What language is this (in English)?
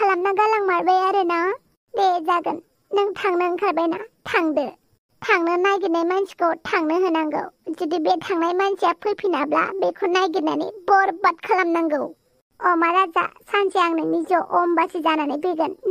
Bodo